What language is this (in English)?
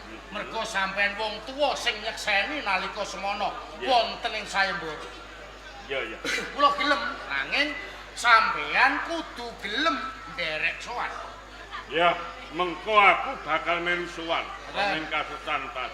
Javanese